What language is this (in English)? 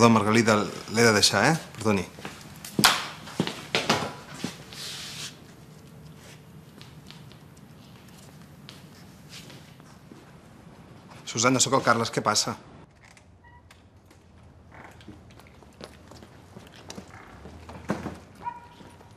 Catalan